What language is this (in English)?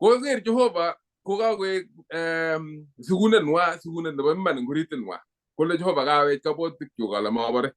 Kalenjin